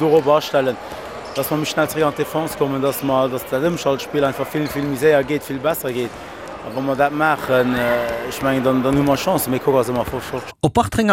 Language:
Luxembourgish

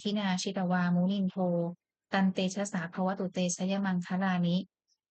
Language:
Pali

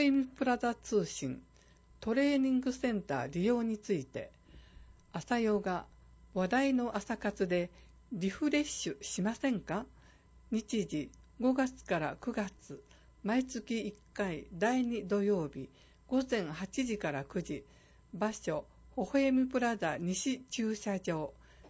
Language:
Japanese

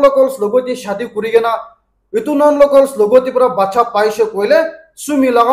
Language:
Naga Pidgin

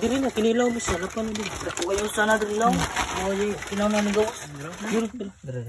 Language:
Cebuano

